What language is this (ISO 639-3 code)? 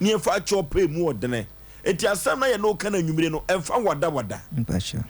aka